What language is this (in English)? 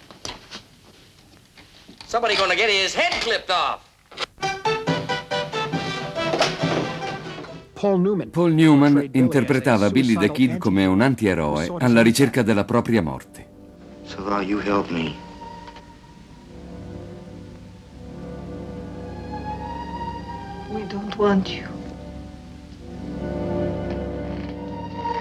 Italian